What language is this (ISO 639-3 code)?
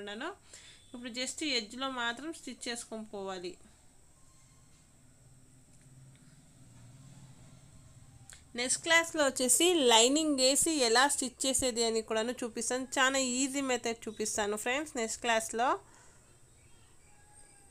tel